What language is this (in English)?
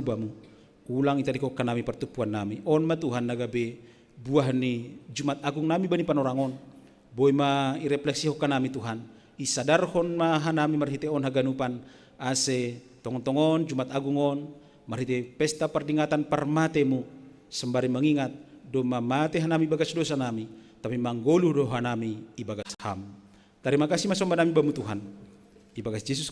Batak Simalungun